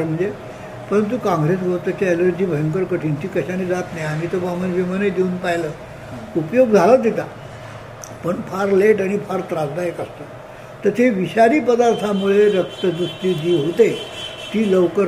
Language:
Marathi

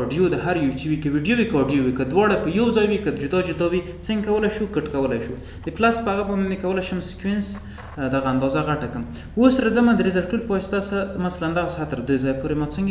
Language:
Pashto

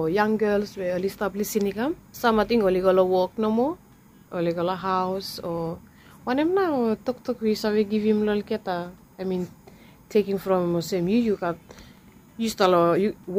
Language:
Bislama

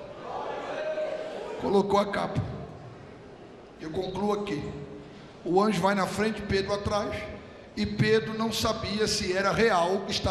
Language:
Portuguese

